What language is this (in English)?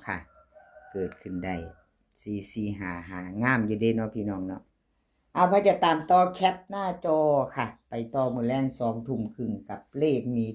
Lao